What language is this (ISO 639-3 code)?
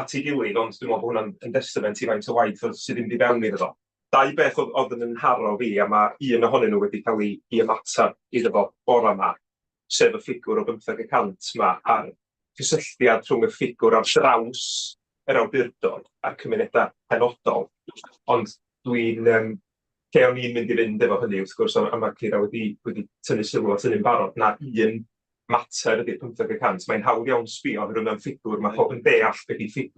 cym